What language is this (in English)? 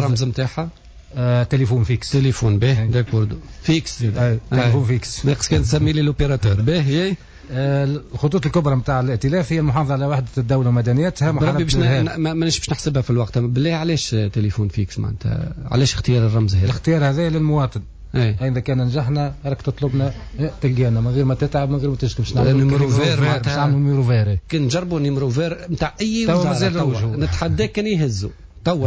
Tunisian Arabic